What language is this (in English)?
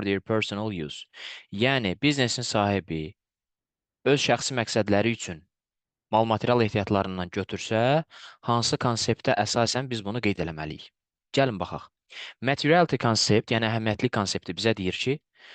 Azerbaijani